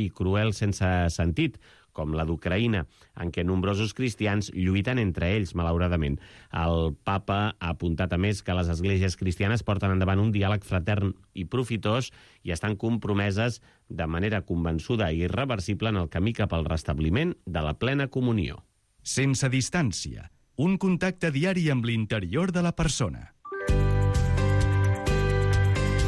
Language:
Catalan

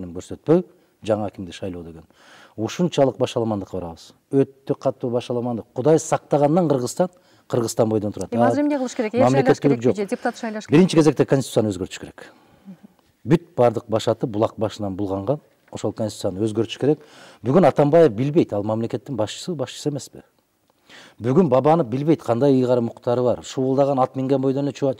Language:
Kyrgyz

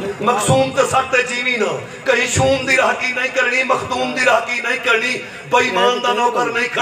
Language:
Saraiki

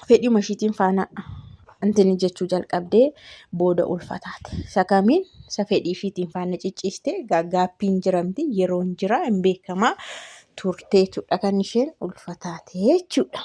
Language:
Oromo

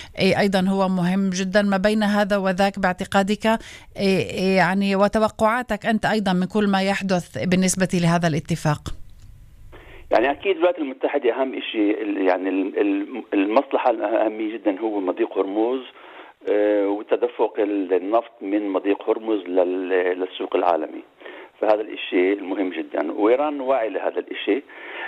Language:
Arabic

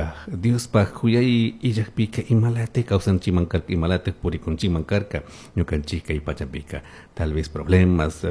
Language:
Chimborazo Highland Quichua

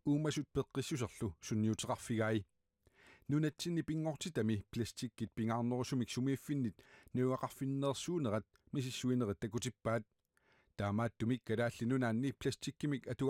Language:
Kalaallisut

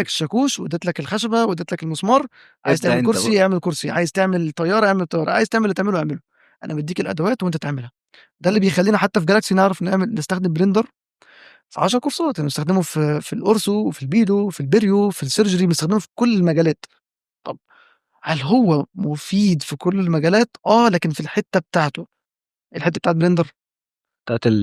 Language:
Egyptian Arabic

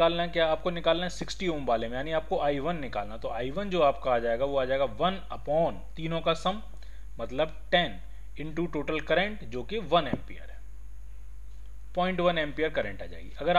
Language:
Hindi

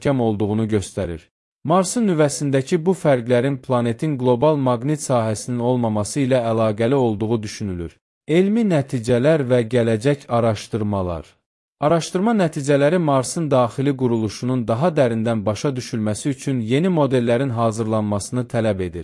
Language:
Azerbaijani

